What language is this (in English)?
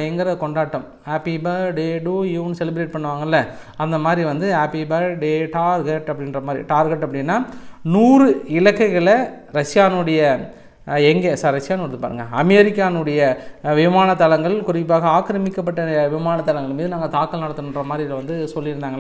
Tamil